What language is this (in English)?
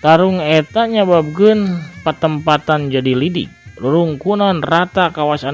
Sundanese